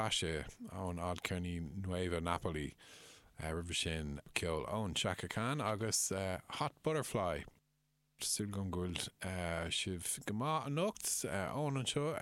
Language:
Irish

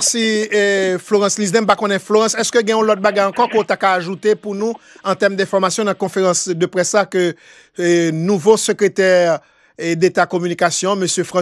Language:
Haitian Creole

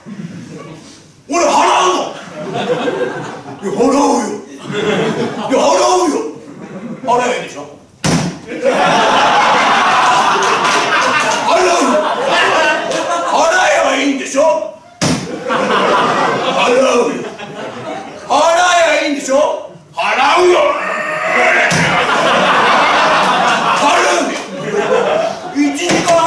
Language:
Japanese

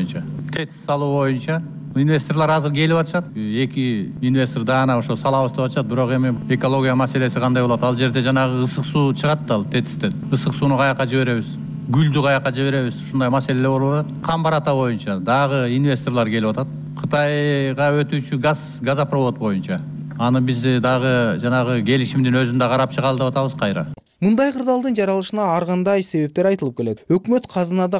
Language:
Kyrgyz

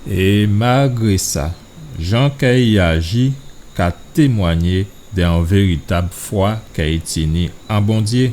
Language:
Guadeloupean Creole French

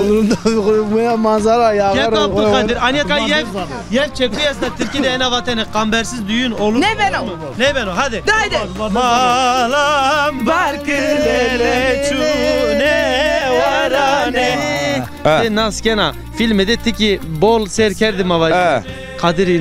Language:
Zaza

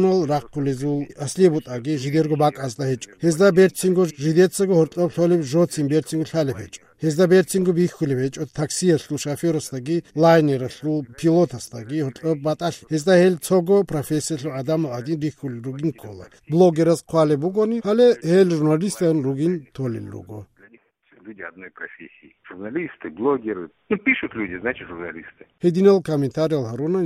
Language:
Avaric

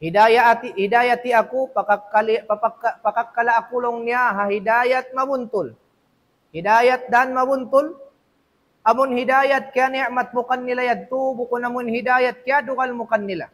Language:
Tausug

